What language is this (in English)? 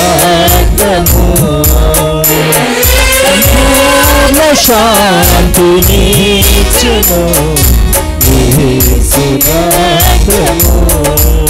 Telugu